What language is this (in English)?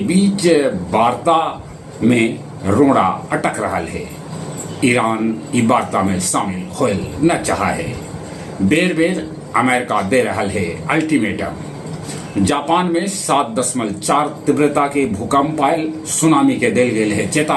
Magahi